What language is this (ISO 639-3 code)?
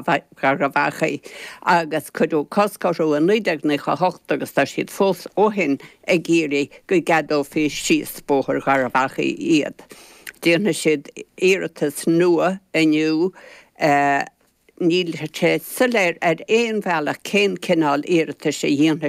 gle